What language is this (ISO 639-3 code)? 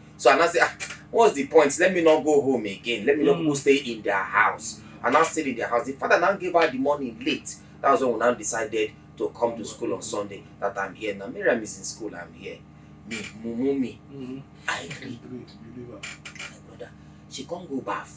pcm